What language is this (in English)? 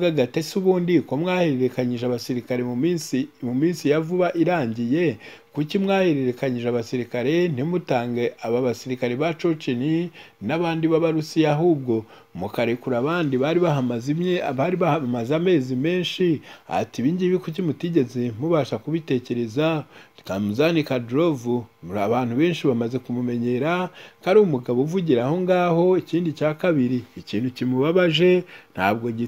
Kinyarwanda